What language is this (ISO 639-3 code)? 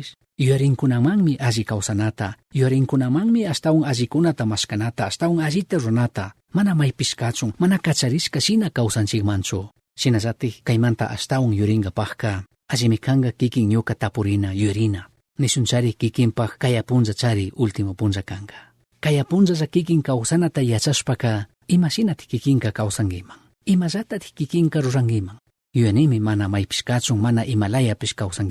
qug